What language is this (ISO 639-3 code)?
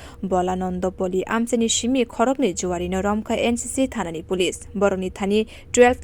trp